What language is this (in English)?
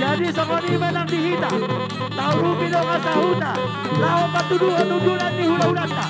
Batak Toba